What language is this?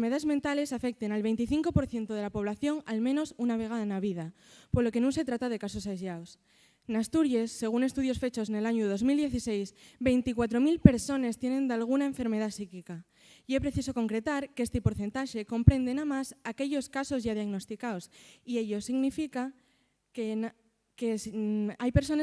Asturian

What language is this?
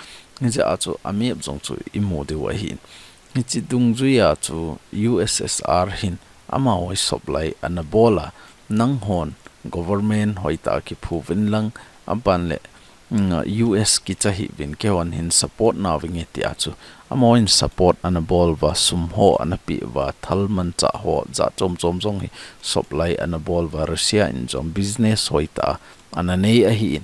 Thado Chin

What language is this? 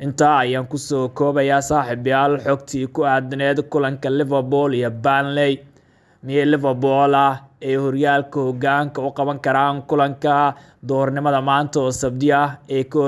Somali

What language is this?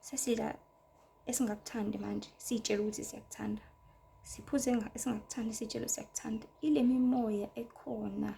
Zulu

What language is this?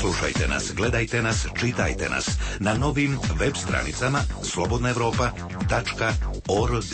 Serbian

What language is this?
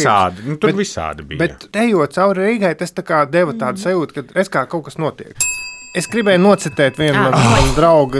Latvian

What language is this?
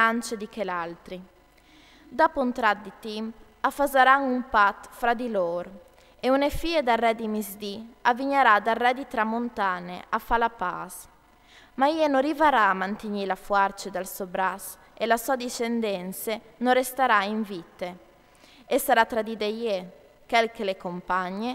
Friulian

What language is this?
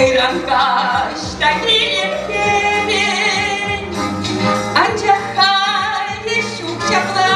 Chuvash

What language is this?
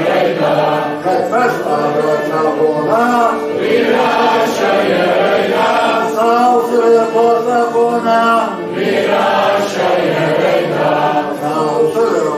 Kabardian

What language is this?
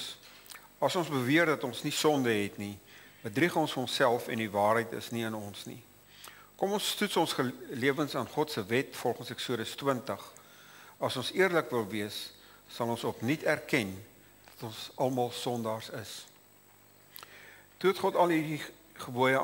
Afrikaans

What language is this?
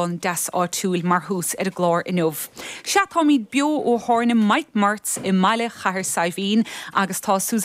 Irish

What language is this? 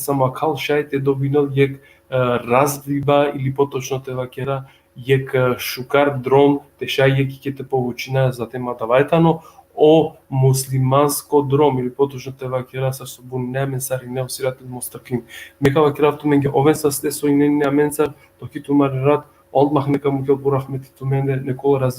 Balkan Romani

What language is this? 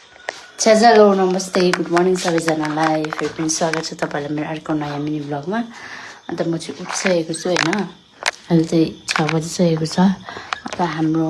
Nepali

